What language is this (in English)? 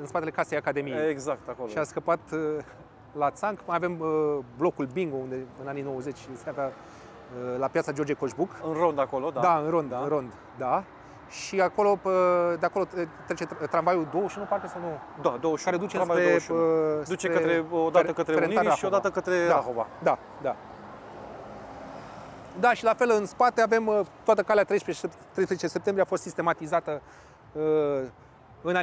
Romanian